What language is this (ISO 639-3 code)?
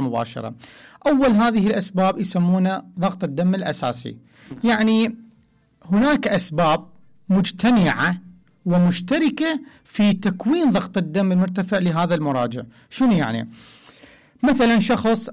acm